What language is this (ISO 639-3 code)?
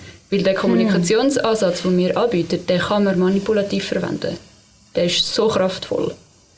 deu